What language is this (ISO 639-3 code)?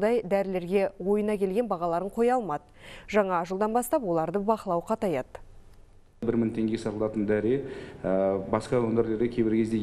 kaz